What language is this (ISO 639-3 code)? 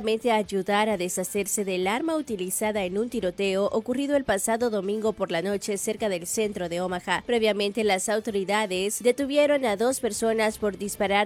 spa